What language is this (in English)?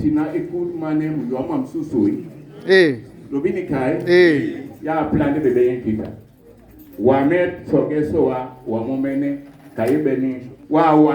Duala